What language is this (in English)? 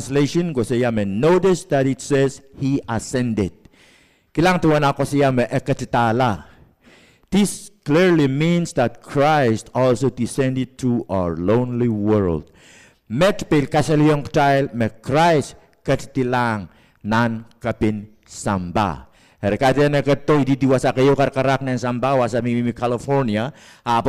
Pohnpeian